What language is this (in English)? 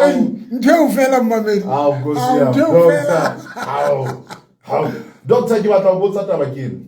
Southern Sotho